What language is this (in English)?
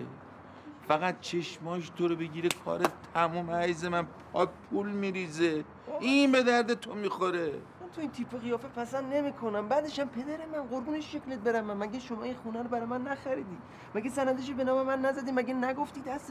Persian